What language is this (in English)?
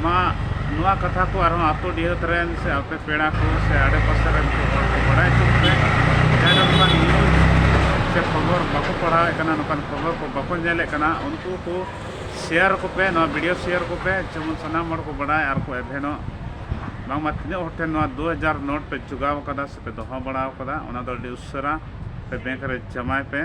Santali